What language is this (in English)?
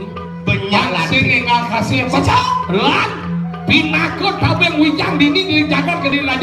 Balinese